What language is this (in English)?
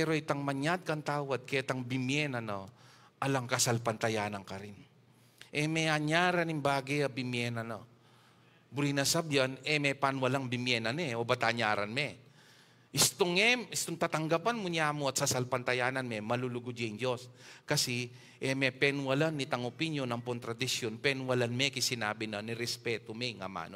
Pampanga